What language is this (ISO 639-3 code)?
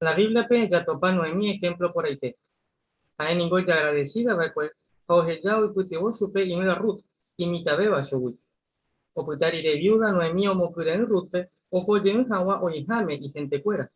grn